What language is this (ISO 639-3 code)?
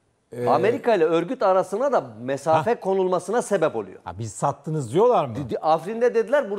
tur